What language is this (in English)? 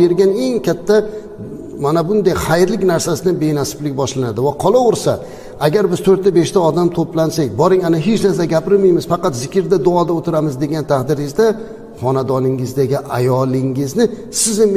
Uzbek